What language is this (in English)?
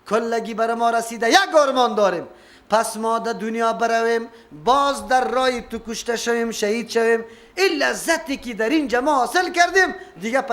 Persian